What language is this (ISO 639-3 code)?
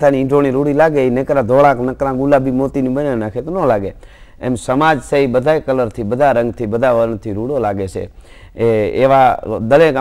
guj